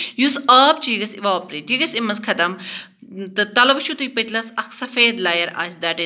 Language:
Kashmiri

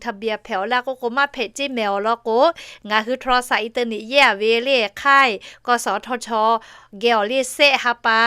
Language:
Lahu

